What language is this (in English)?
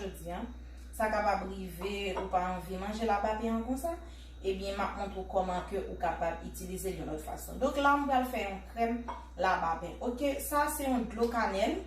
Haitian Creole